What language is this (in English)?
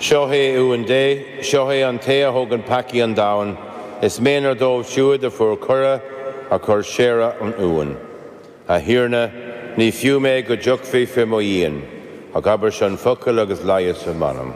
Irish